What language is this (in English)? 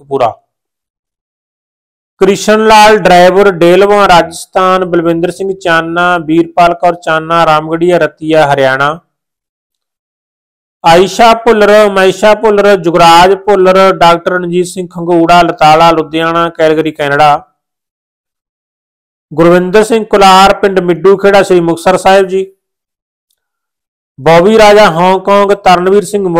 Punjabi